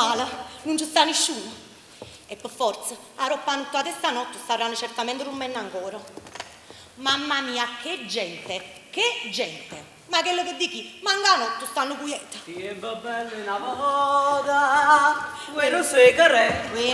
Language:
Neapolitan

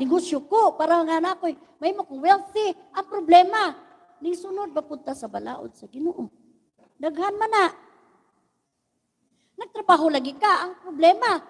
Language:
Cebuano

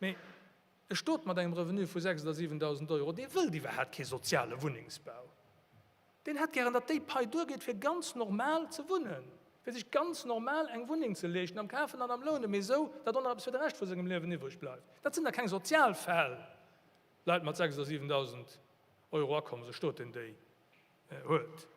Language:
Luxembourgish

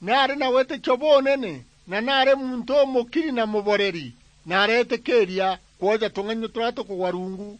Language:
Meru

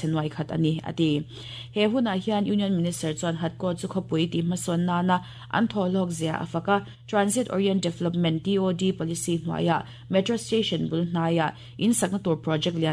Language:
Mizo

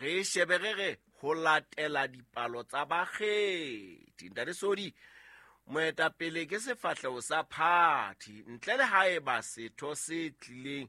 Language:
Southern Sotho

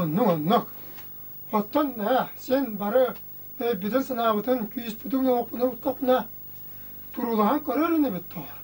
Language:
Yakut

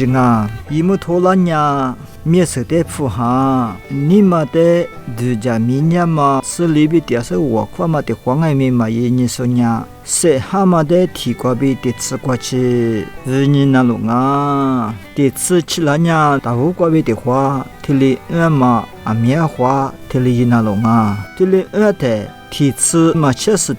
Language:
Lisu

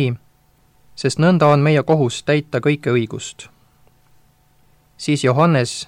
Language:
Estonian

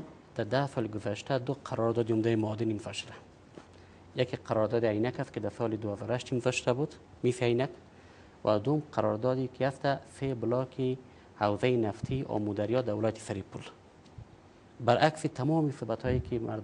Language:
Persian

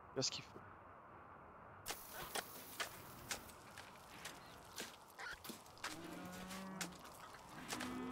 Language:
French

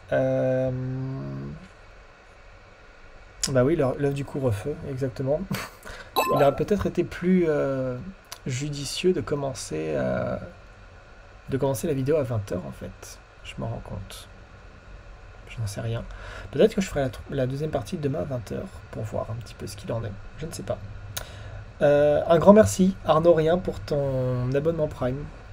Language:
French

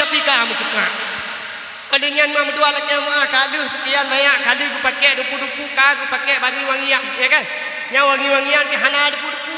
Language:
Achinese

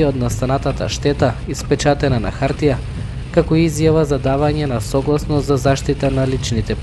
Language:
Macedonian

